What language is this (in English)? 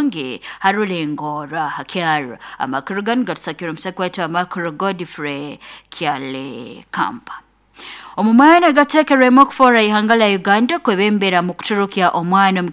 Nyankole